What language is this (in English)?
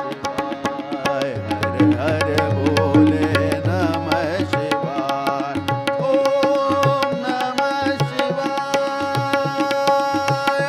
Hindi